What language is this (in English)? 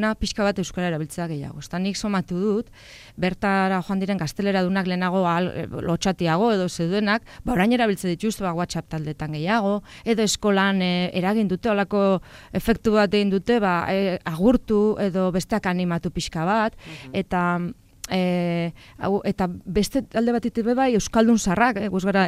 Basque